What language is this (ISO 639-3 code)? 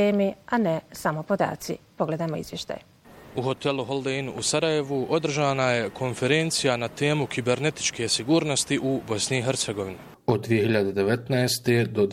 bos